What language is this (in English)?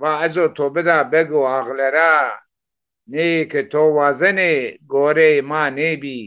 Zaza